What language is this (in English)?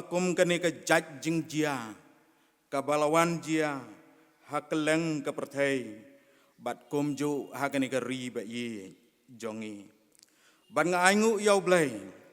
Khasi